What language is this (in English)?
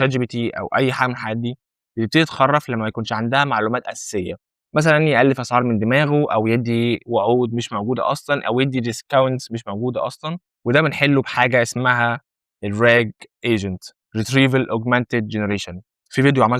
Egyptian Arabic